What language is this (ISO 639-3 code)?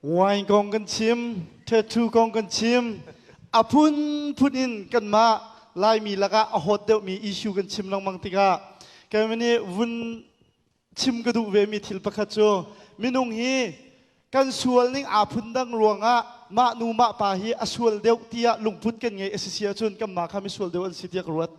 cnh